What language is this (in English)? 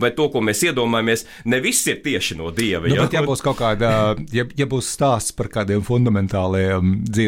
Latvian